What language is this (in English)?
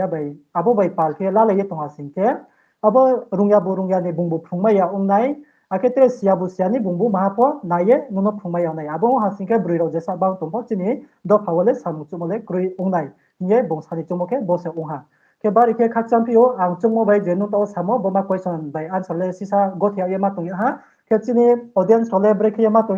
Riang (India)